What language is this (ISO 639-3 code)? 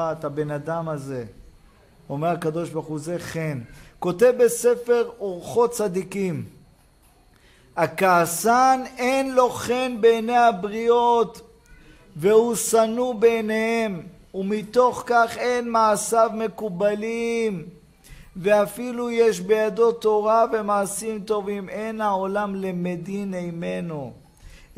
heb